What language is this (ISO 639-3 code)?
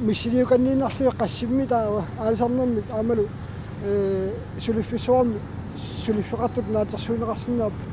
kal